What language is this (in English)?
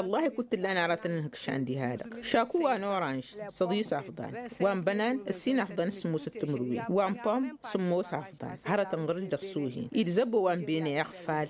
Tamasheq